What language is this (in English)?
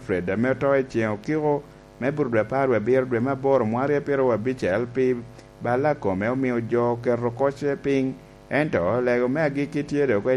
Lango (Uganda)